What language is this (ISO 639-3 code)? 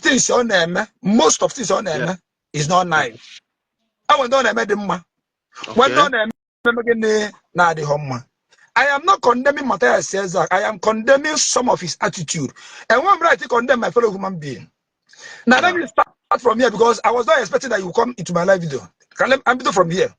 ibo